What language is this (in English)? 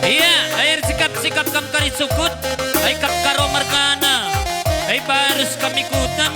Batak Karo